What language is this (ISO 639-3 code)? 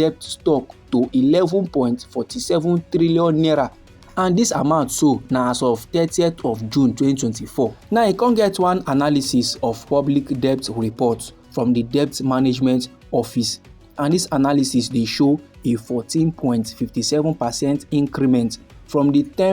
pcm